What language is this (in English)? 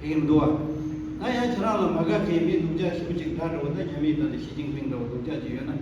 Tibetan